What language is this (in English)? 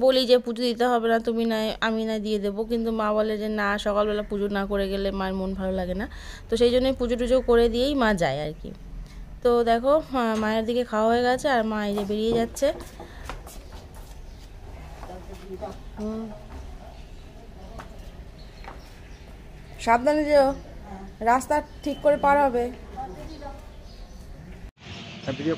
Bangla